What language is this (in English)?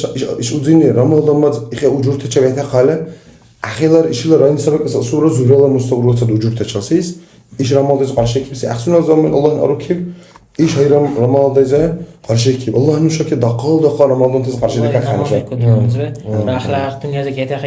Dargwa